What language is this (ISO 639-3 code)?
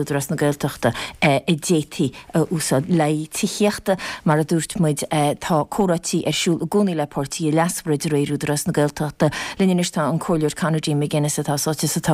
gle